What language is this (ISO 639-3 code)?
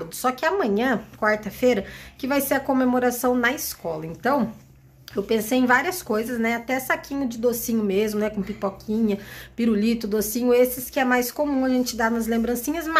por